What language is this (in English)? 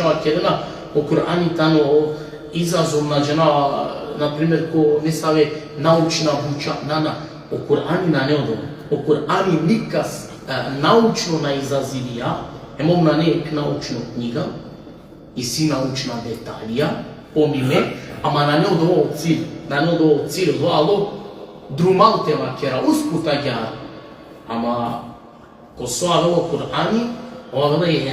Balkan Romani